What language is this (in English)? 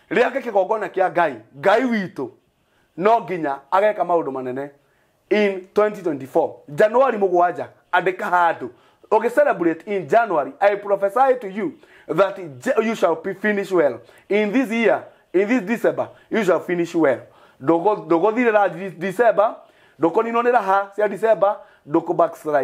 Kikuyu